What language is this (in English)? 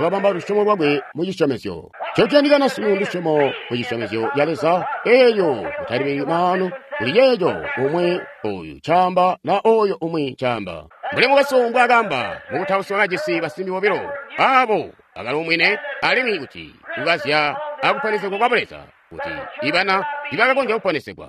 Tonga (Zambia)